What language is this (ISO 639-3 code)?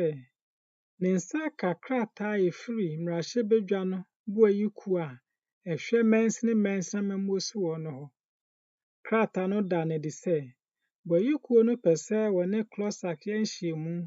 aka